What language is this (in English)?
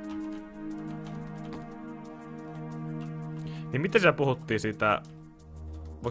Finnish